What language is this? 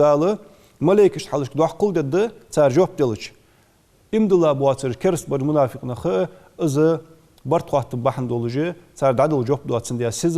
Ingush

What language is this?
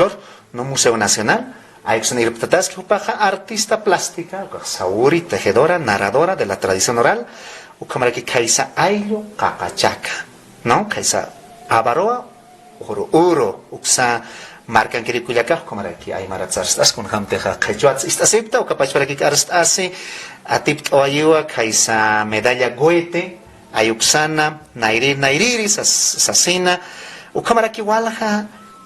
Aymara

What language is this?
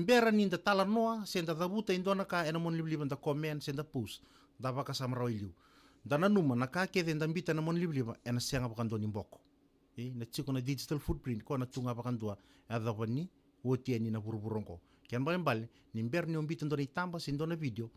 Fijian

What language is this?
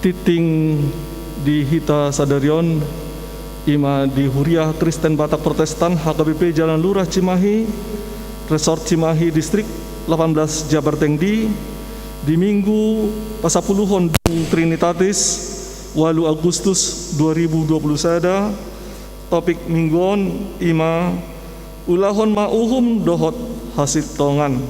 Batak Toba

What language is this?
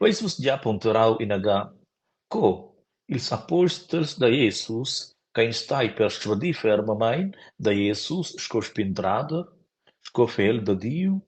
Romansh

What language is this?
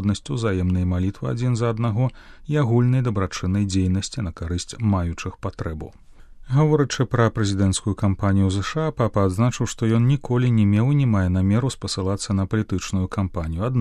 Belarusian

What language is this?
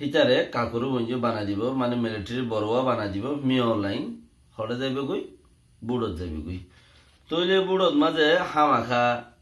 Rohingya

